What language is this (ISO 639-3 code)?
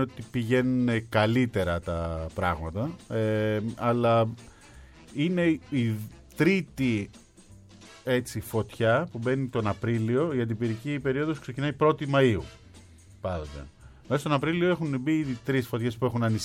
ell